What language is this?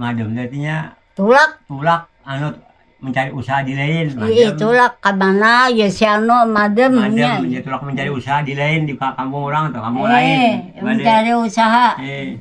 Banjar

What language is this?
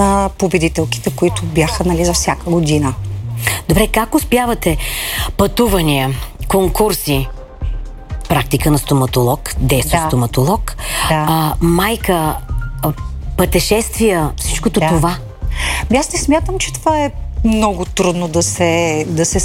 Bulgarian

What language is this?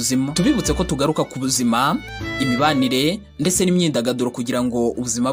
Kinyarwanda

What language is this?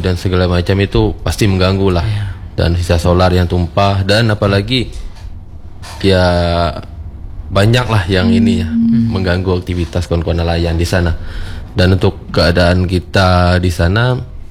Indonesian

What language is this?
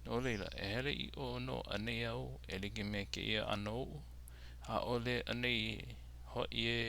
Hawaiian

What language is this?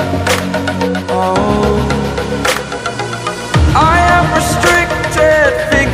English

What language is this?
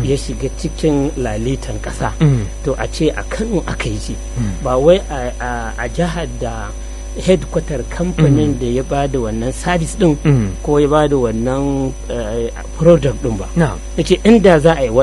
Hausa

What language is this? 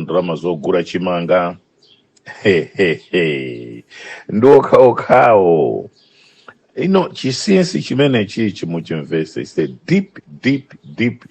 Nyanja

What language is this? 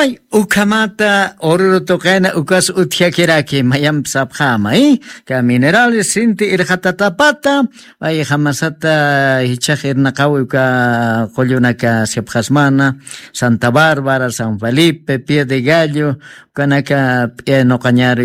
Aymara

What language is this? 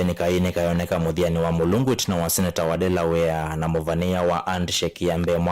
Kamba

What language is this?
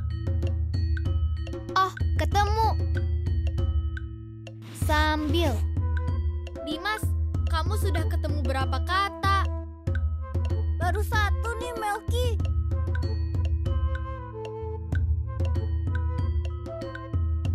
Indonesian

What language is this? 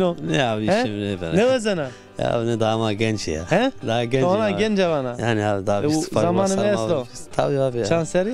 Zaza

